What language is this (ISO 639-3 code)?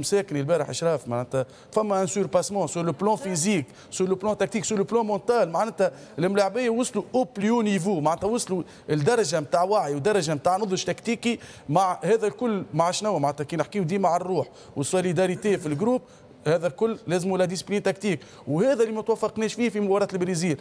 aeb